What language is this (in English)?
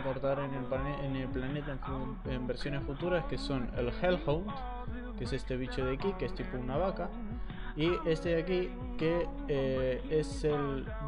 Spanish